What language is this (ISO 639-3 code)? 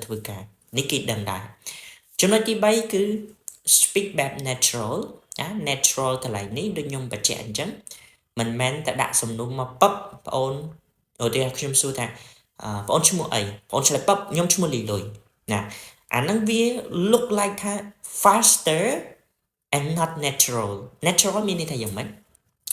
khm